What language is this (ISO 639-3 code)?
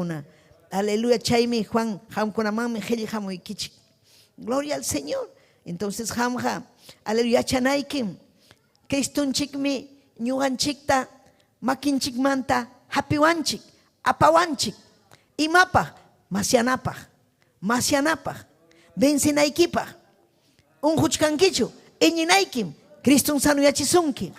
quy